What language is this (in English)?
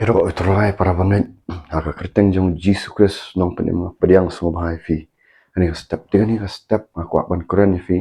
Khasi